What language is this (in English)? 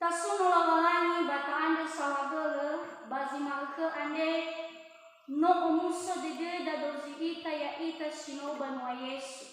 Nias